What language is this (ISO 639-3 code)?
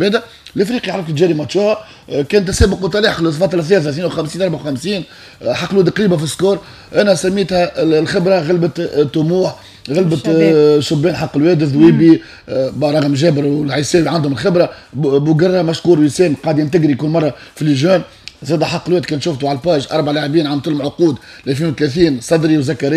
aeb